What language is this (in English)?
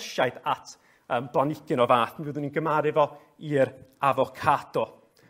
Welsh